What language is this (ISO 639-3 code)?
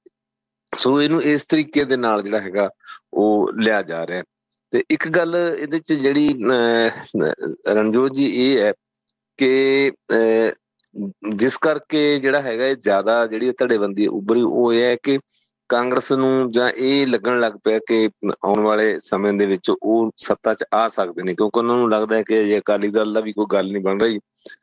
pan